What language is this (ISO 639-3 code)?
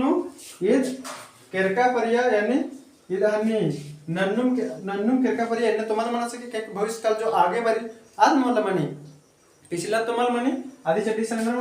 kru